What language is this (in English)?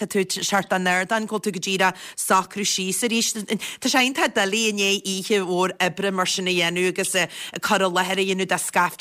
Irish